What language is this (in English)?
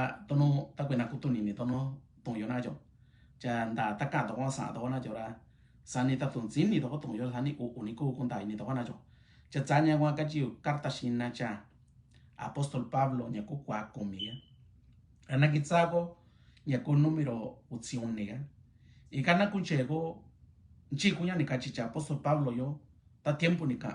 Mixtepec Mixtec